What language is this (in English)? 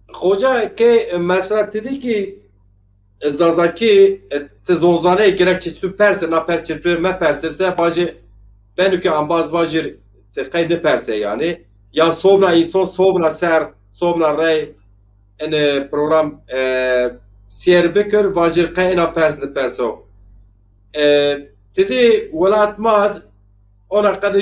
Zaza